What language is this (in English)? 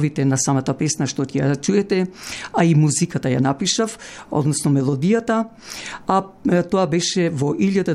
Macedonian